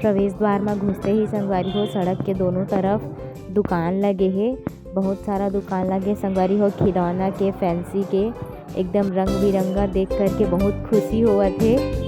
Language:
Chhattisgarhi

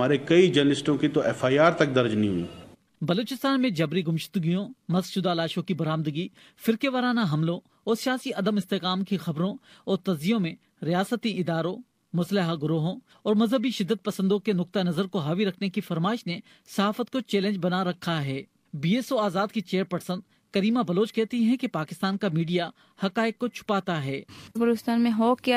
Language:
Urdu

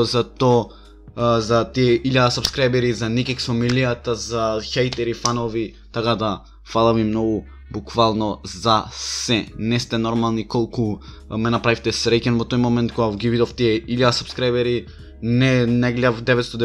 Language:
Macedonian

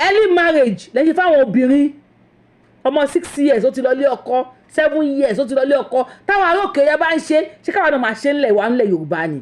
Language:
Yoruba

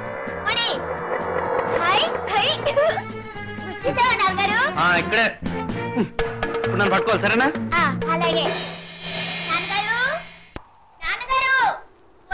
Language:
Telugu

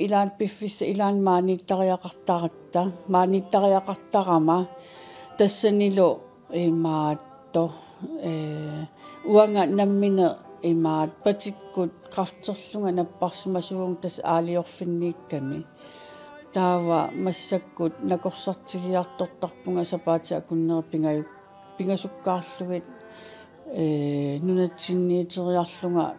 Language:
Kalaallisut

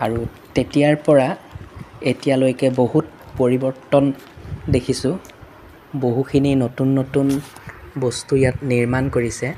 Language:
Assamese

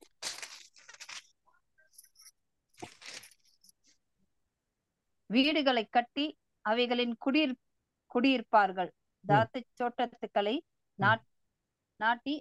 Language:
Tamil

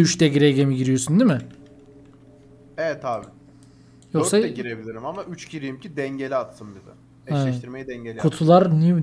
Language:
Turkish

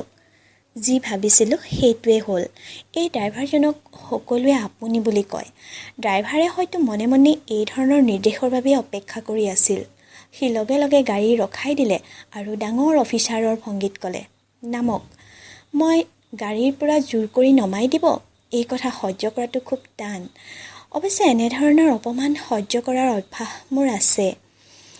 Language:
Assamese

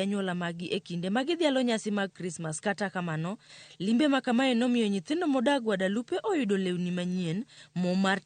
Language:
Luo (Kenya and Tanzania)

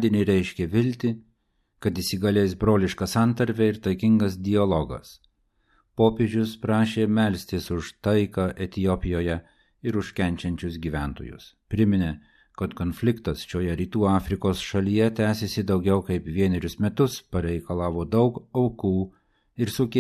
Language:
Lithuanian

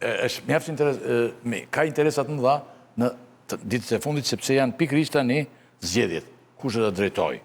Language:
Albanian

